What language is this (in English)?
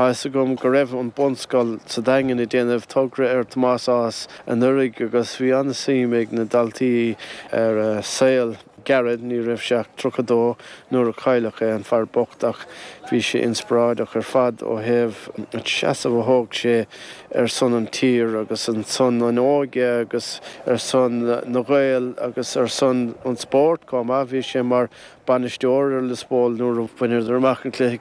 Irish